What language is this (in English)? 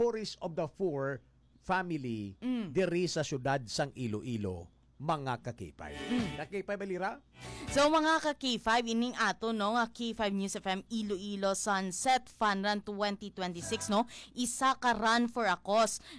Hiligaynon